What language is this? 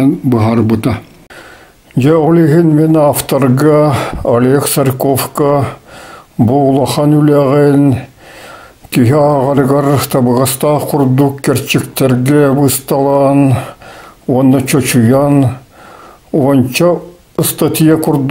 Yakut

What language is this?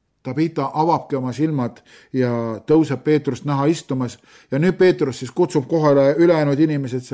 Estonian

